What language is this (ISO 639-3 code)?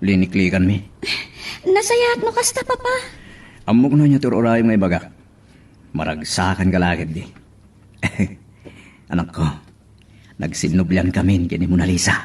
ilo